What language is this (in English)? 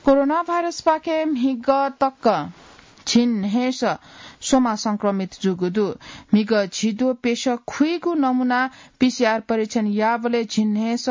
Newari